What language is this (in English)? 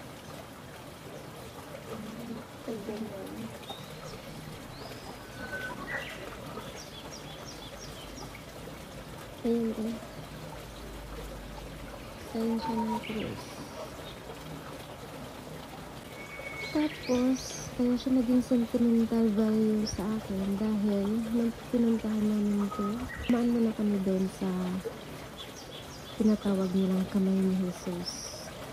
Filipino